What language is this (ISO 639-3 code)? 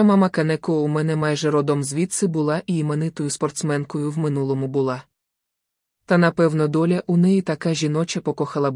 ukr